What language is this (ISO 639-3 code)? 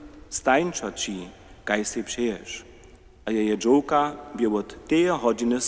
hsb